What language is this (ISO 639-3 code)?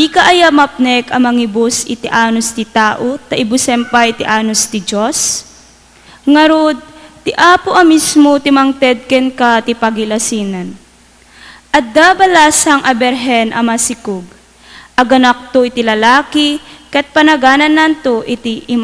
ilo